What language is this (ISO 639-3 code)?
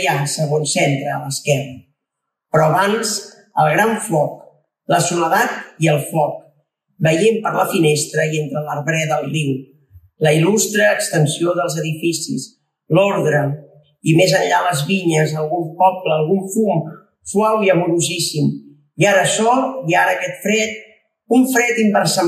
cat